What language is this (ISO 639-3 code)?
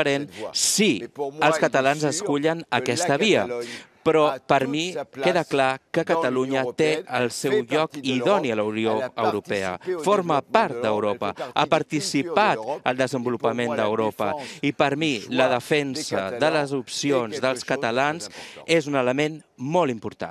cat